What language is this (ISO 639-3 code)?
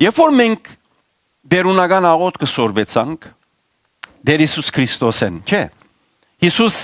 hyw